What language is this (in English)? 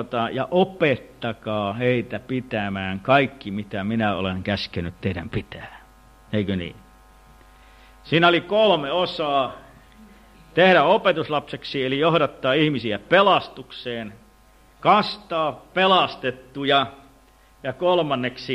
Finnish